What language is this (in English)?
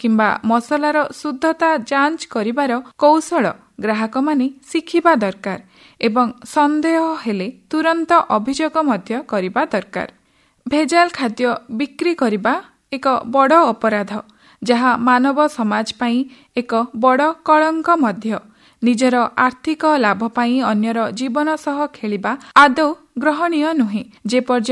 Odia